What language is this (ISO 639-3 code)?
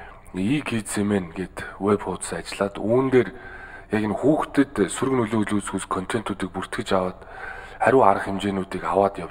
mon